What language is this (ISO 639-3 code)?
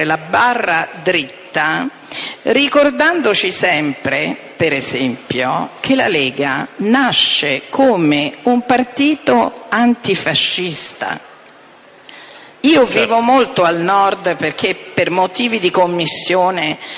ita